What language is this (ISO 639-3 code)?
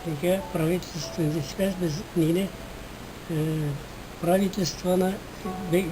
bak